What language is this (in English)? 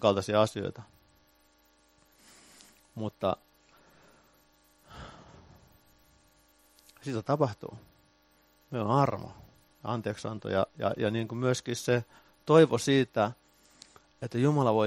Finnish